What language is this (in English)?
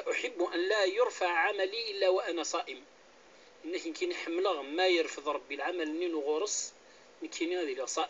Kabyle